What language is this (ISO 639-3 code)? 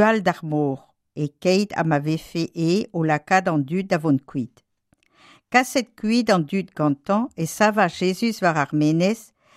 bre